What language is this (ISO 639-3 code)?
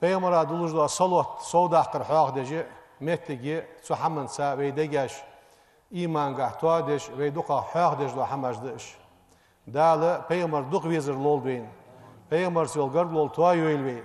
inh